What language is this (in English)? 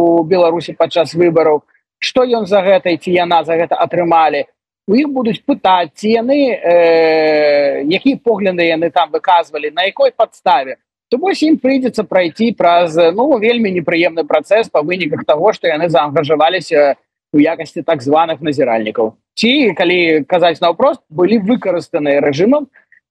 Belarusian